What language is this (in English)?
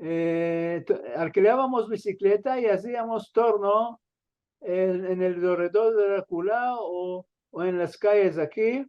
Ladino